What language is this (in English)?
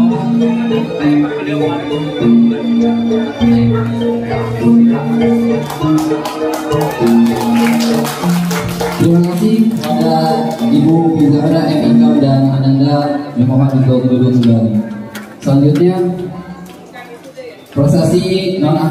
Indonesian